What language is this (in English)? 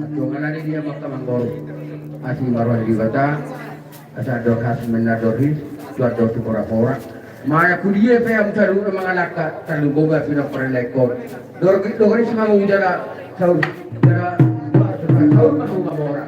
Batak Toba